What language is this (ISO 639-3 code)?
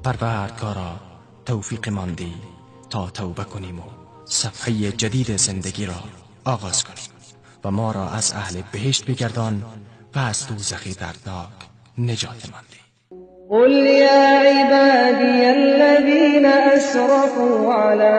tgk